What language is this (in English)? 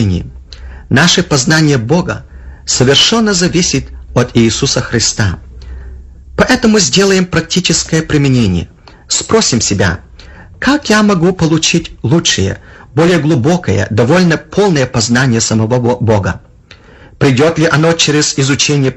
Russian